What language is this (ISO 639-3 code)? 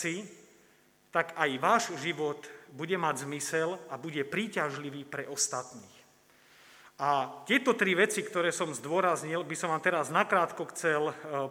slk